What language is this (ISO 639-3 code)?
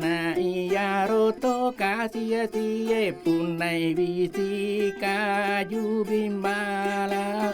bug